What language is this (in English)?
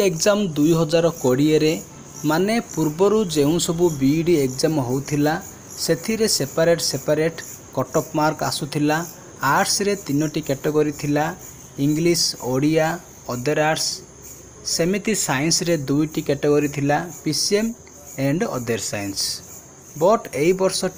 Odia